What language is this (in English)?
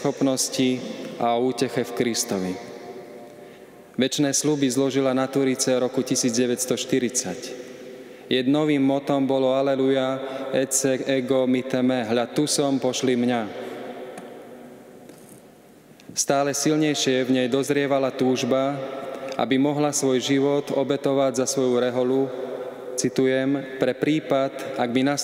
Slovak